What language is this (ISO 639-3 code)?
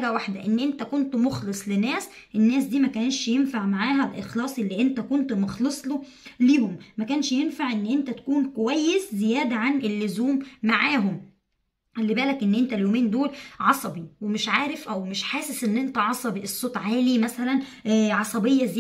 arz